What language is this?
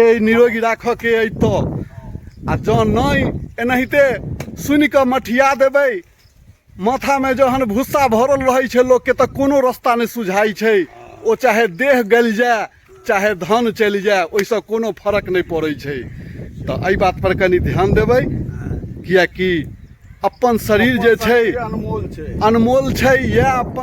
Maithili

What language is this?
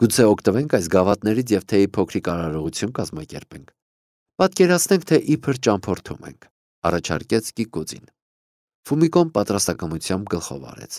Armenian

